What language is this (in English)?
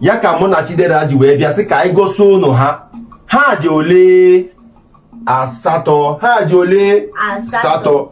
Igbo